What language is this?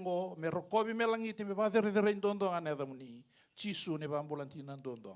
Fijian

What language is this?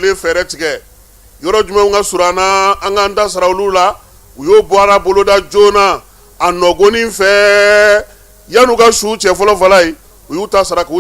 Bambara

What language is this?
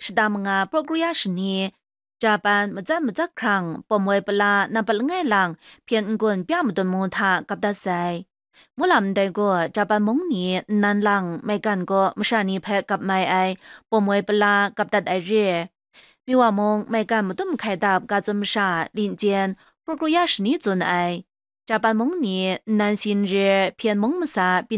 Kachin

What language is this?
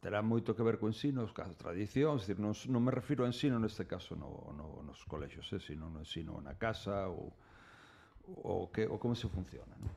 Galician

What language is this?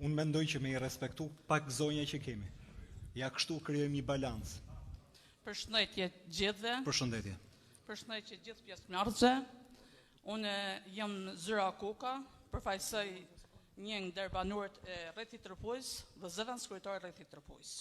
Albanian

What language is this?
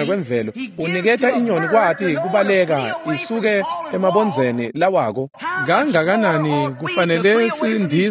Swati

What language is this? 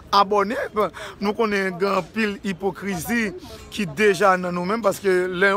Haitian Creole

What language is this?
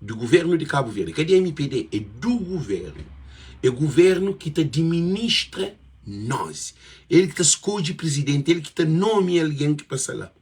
Kabuverdianu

